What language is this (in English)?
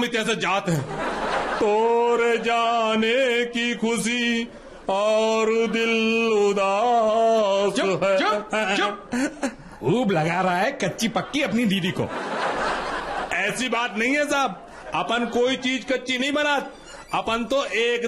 Hindi